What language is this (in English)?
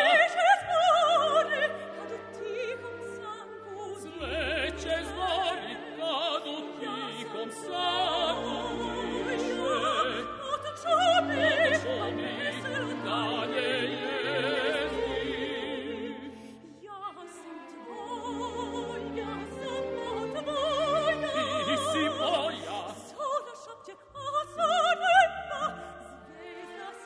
Serbian